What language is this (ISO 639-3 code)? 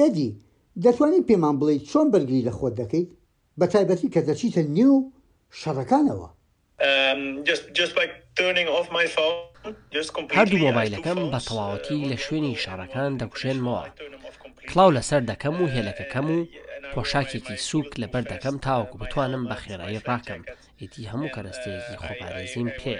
ckb